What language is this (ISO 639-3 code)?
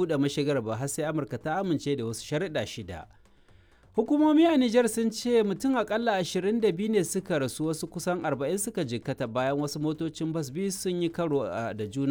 hau